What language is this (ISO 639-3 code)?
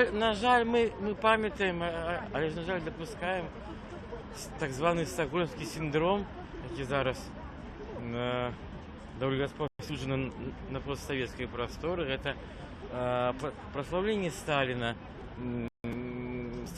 bel